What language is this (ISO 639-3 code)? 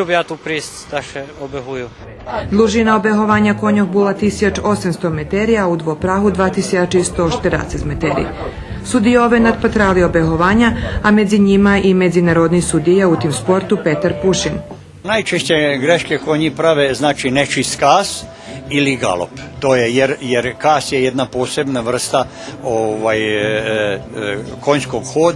rue